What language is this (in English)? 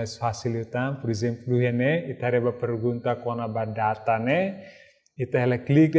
Tetum